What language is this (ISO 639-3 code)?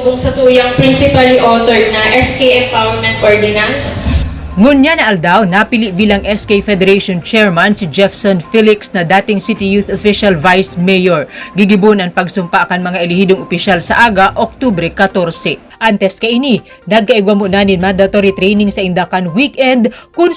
bik